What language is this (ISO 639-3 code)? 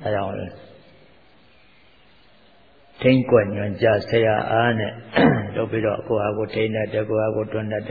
mya